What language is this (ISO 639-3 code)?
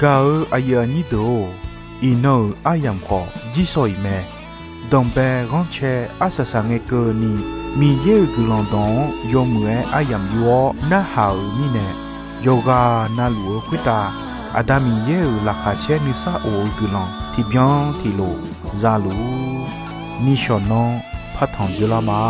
ahk